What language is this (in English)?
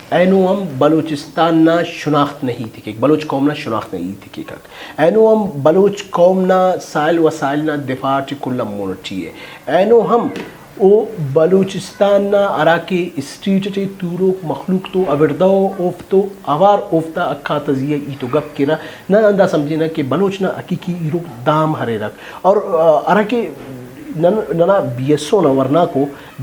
Brahui